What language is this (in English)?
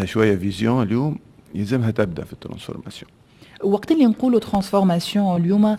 Tunisian Arabic